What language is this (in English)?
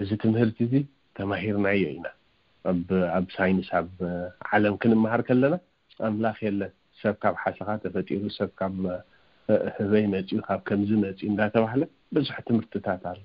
Tigrinya